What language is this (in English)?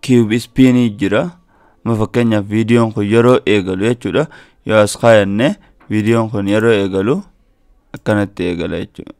Oromo